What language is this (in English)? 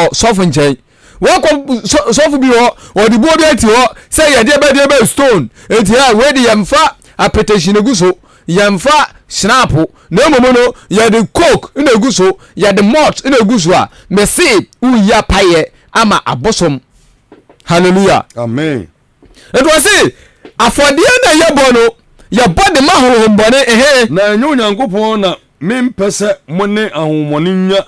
Akan